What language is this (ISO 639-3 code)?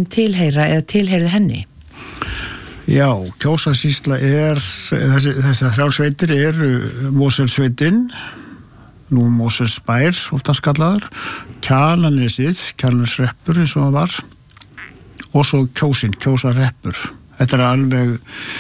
isl